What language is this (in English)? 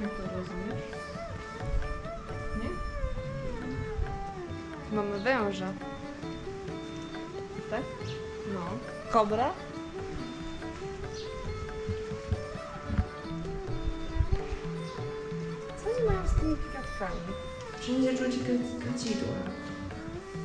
Polish